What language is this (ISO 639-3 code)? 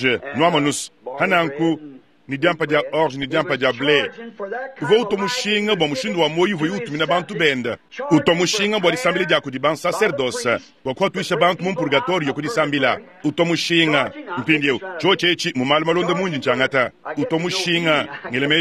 lua